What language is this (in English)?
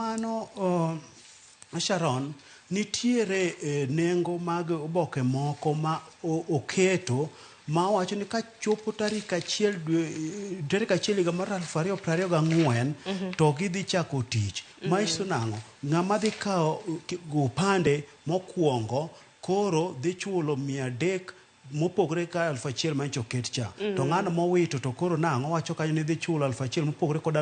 Luo (Kenya and Tanzania)